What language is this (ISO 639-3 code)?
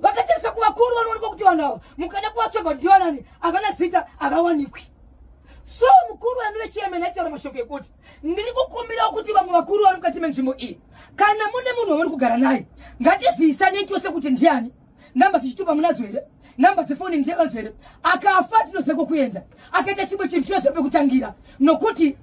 sna